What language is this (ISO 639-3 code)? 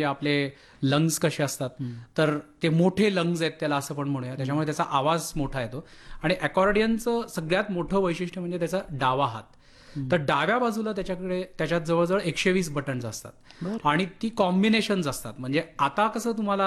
mar